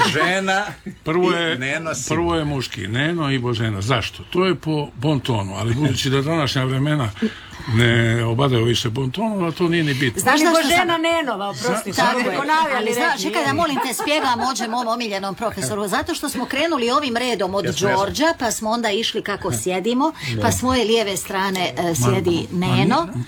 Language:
Croatian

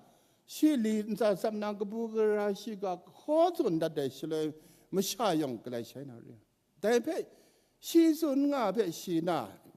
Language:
Kachin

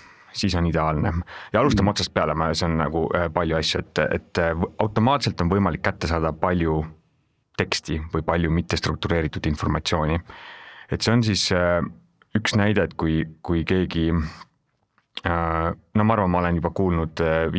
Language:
Estonian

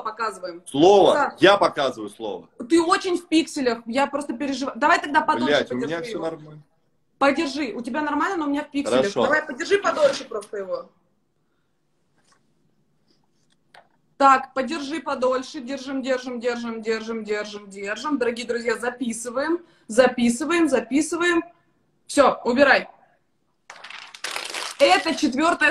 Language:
Russian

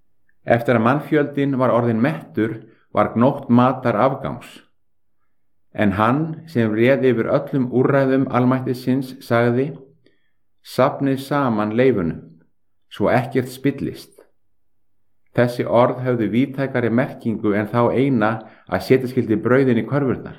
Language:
Icelandic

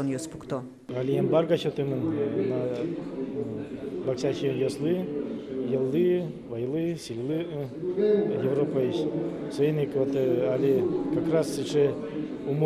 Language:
Udmurt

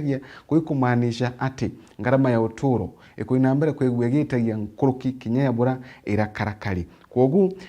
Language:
Meru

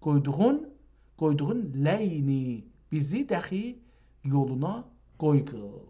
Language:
South Azerbaijani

